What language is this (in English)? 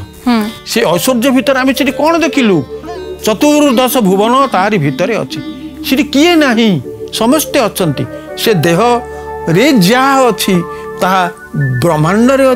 Odia